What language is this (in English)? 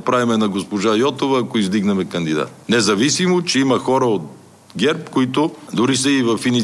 Bulgarian